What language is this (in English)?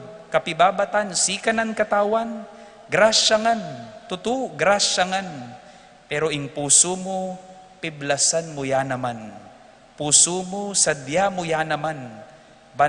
Pampanga